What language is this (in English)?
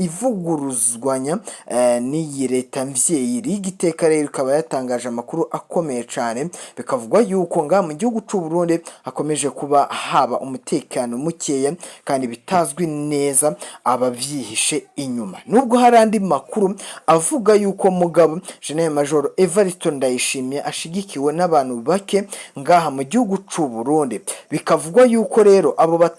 Rundi